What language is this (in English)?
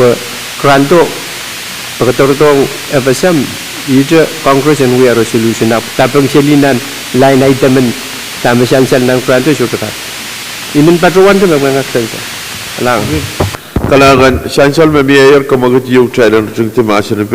Pohnpeian